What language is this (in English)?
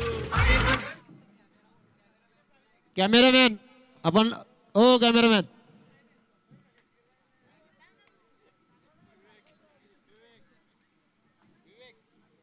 Marathi